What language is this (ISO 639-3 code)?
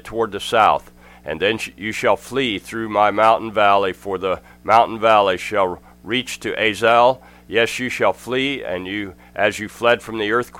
eng